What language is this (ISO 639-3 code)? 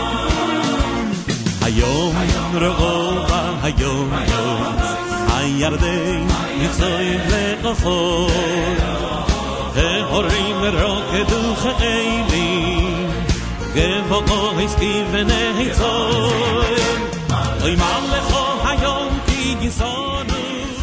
heb